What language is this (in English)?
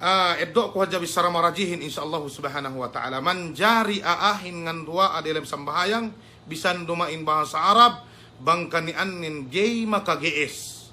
Yakan